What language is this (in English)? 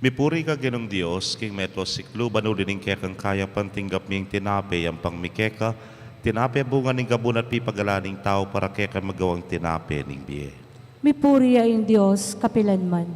Pampanga